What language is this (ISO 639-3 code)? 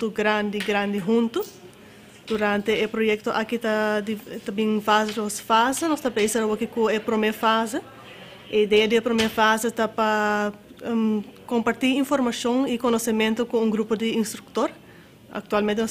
pap